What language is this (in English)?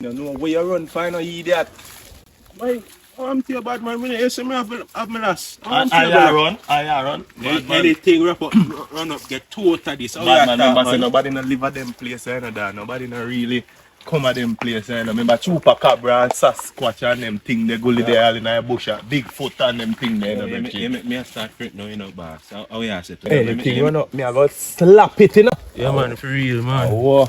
Jamaican Creole English